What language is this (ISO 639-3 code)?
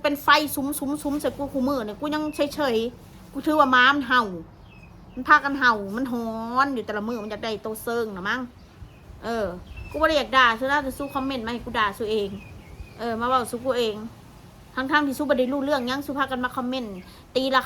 tts